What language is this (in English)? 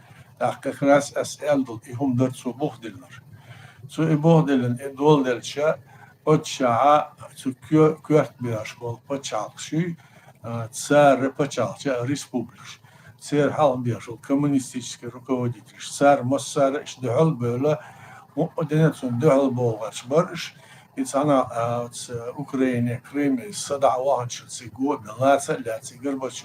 Chechen